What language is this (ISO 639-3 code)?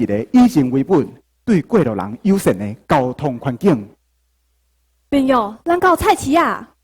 nan